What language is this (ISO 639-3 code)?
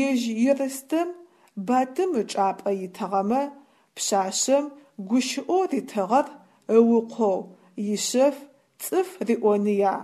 ady